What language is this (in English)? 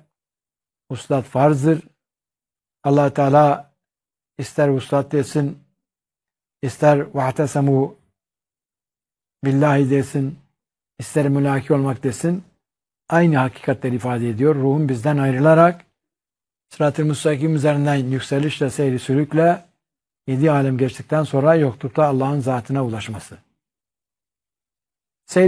Turkish